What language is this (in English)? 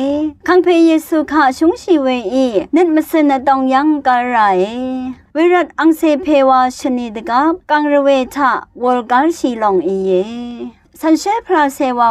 Rawang